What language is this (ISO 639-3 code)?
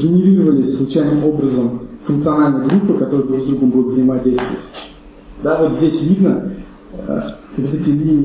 rus